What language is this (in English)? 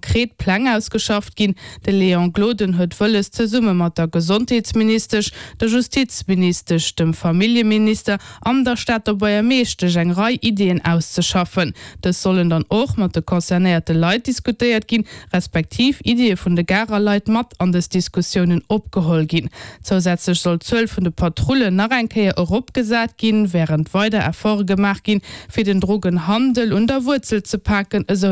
Luxembourgish